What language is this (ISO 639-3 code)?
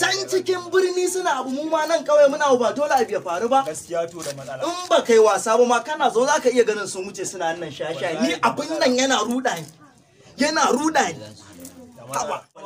hau